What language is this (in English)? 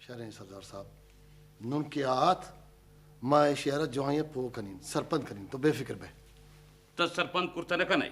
Eastern Balochi